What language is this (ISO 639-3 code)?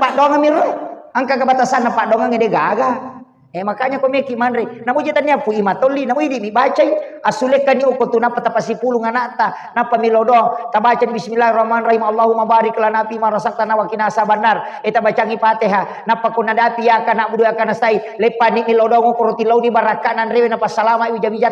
bug